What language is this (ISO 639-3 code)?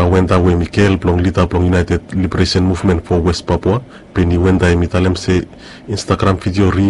bis